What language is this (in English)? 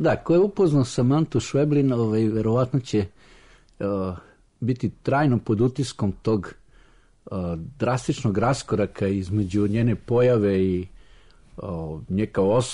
Serbian